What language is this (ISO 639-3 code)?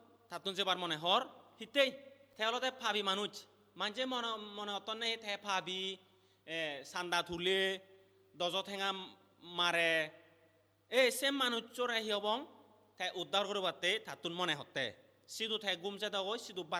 ccp